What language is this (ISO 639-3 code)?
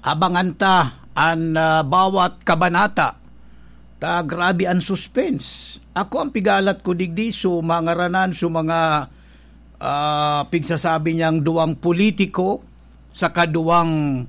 bik